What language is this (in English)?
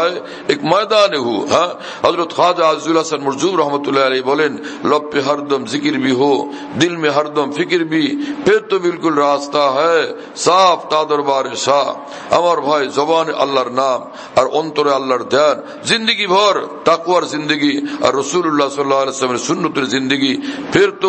Bangla